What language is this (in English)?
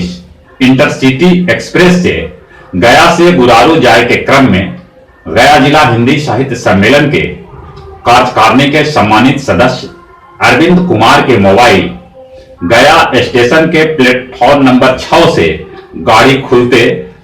Magahi